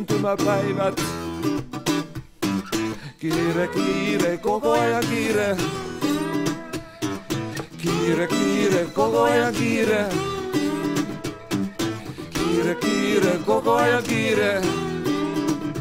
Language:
Finnish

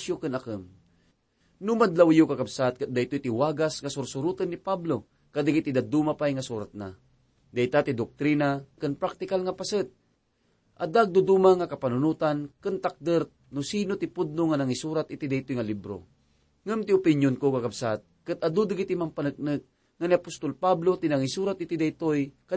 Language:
Iloko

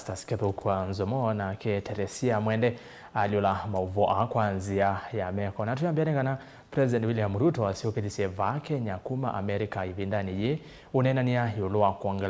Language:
Kamba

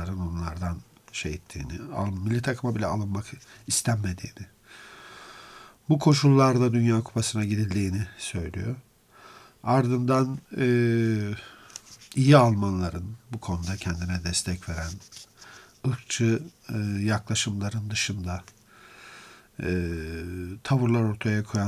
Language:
Turkish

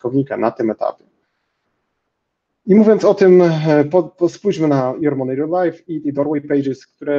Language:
Polish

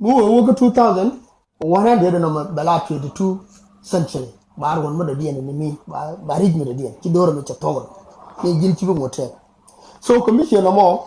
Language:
Nuer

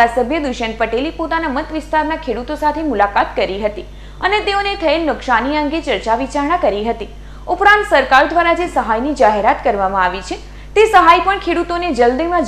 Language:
Gujarati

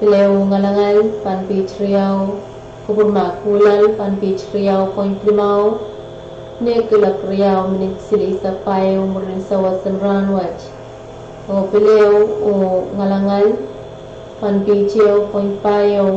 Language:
Pohnpeian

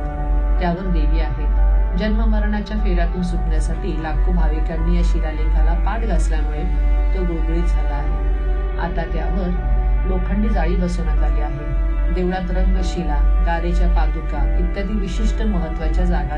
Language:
Marathi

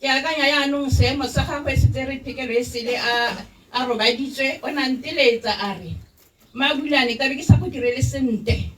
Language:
Tswana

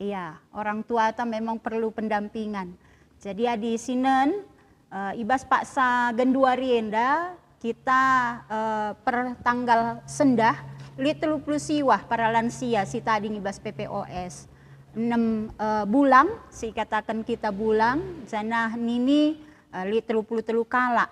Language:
Batak Karo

